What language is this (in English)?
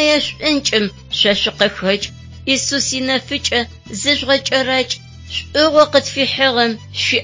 Adyghe